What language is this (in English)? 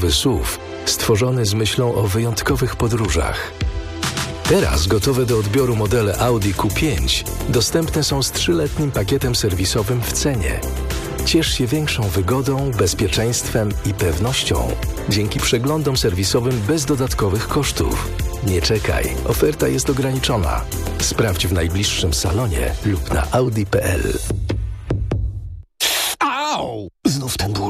Polish